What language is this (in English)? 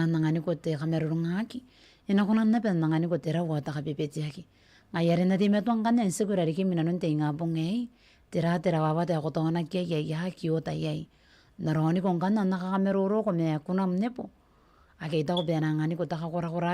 Gilbertese